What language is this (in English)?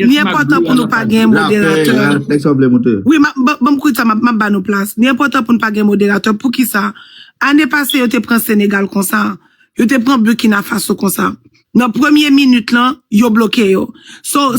Haitian Creole